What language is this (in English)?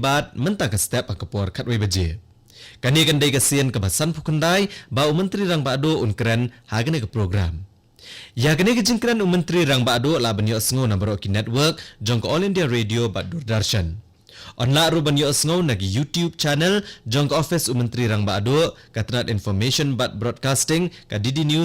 Khasi